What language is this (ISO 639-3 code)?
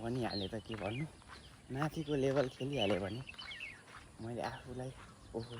nep